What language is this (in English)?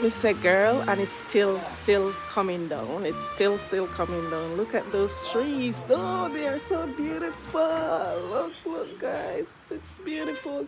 Jamaican Creole English